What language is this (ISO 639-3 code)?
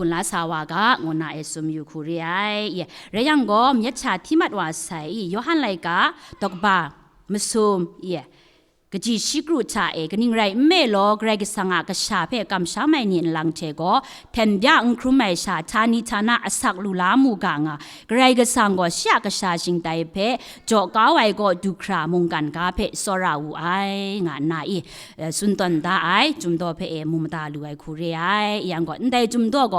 kac